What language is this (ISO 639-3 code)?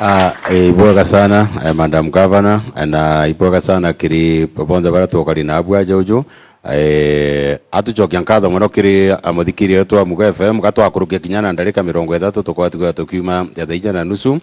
mer